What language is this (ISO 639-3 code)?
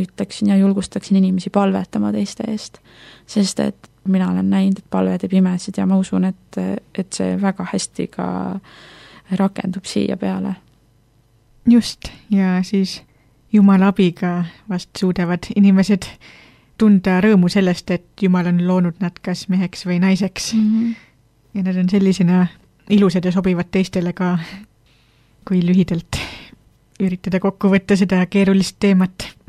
est